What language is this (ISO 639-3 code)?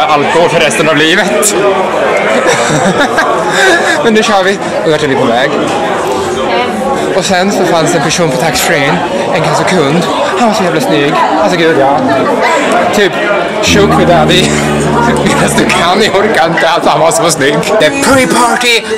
swe